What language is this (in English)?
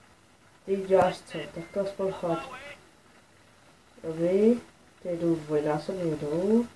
Czech